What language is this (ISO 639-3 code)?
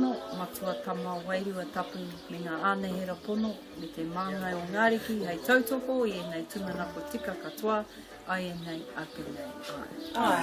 mri